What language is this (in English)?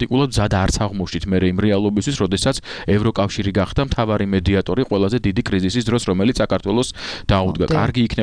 Georgian